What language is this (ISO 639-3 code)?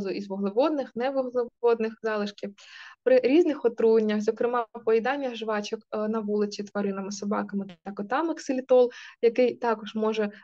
ukr